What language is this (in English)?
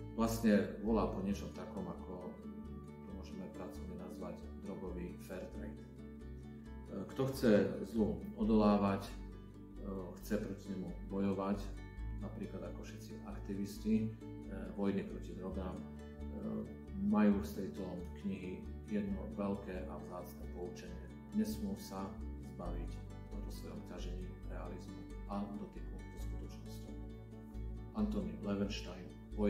Slovak